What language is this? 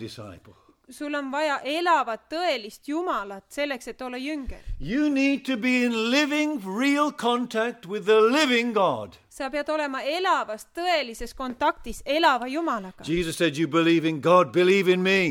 Estonian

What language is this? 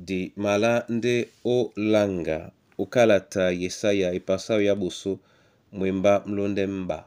Duala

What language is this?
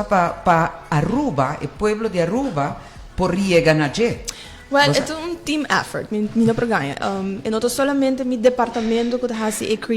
Papiamento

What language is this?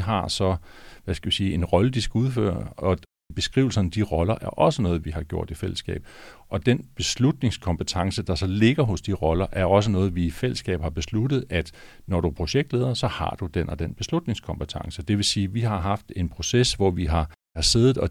Danish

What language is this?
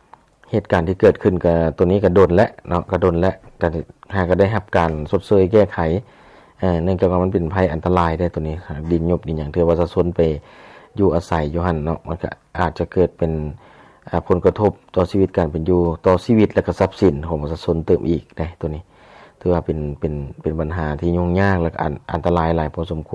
Lao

